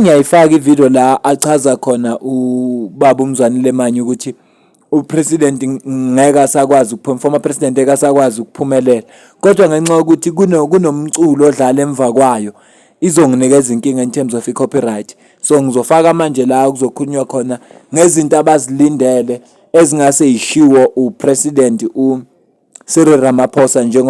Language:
Zulu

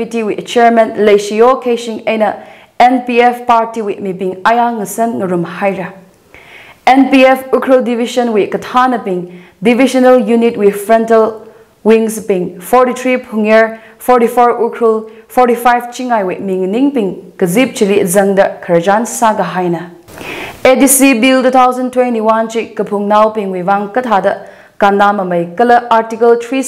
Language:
Tangkhul Naga (India)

